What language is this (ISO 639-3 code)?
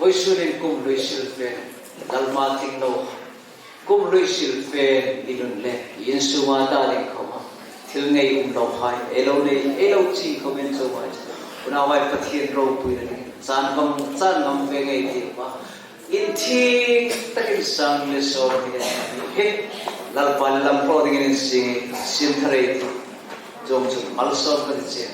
hmr